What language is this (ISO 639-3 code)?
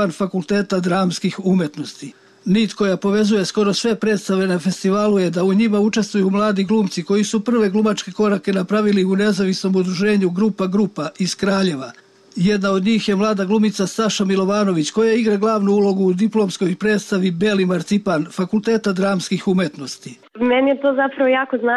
srp